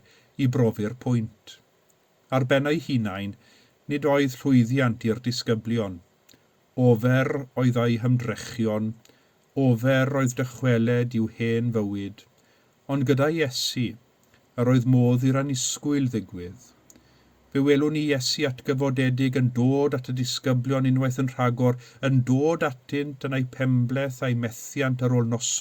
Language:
Welsh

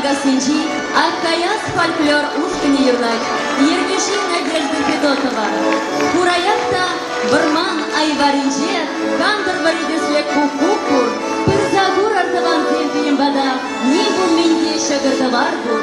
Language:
Chuvash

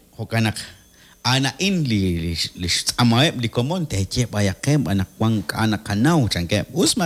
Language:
Kekchí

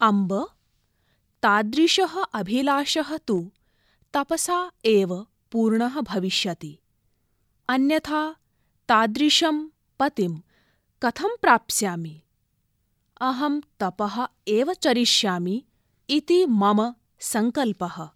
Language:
Sanskrit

